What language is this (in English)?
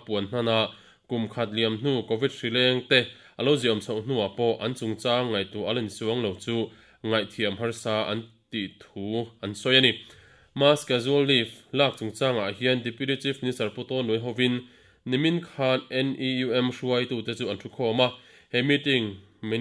Mizo